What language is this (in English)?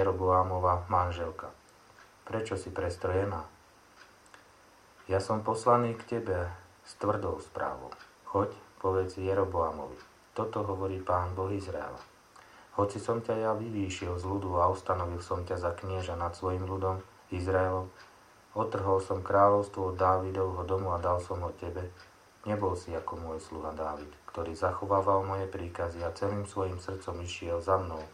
Slovak